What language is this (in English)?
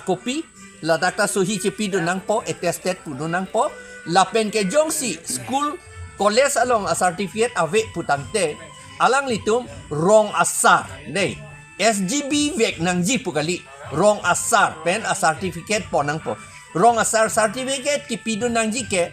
Karbi